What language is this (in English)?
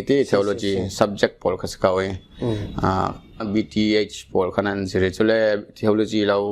Falam Chin